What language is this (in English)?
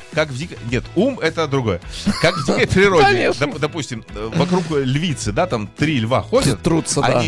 Russian